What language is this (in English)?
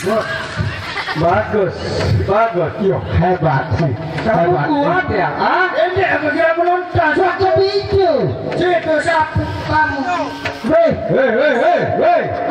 Sasak